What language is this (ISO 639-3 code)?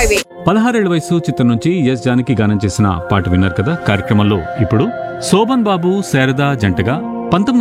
tel